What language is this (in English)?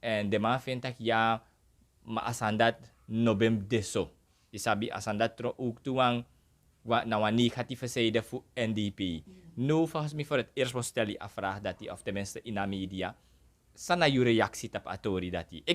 Sranan Tongo